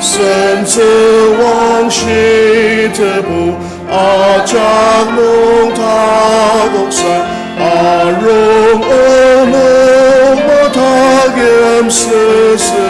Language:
Ao Naga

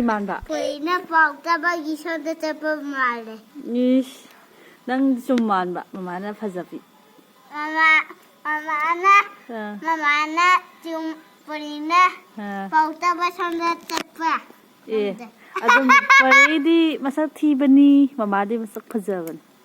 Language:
Manipuri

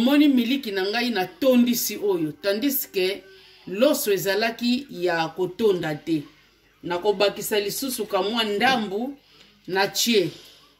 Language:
Lingala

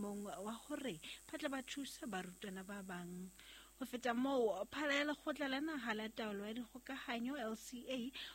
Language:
Southern Sotho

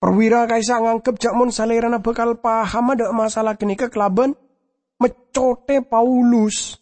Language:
Madurese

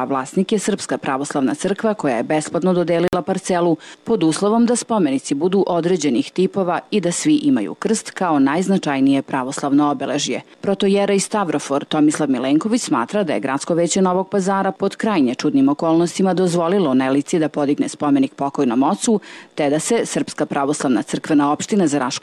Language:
Serbian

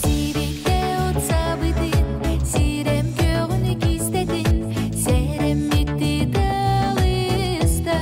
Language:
Yakut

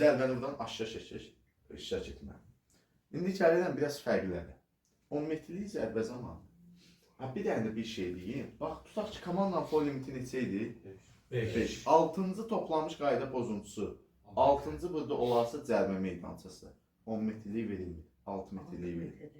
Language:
Azerbaijani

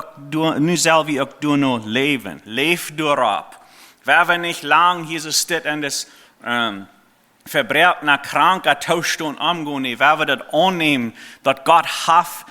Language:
Plautdietsch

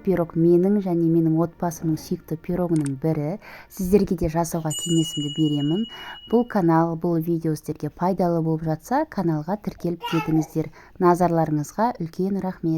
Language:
Kazakh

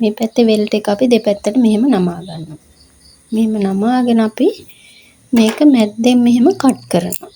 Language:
Sinhala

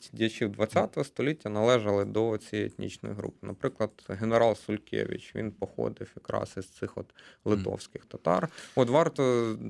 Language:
Ukrainian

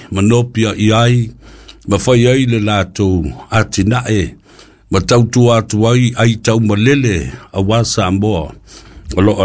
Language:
Samoan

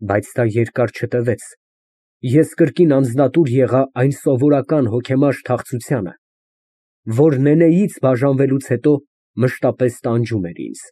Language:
Armenian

